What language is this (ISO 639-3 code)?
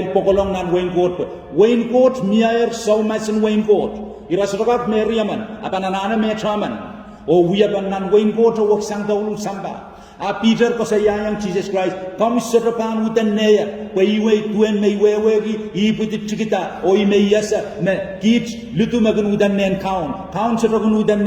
pon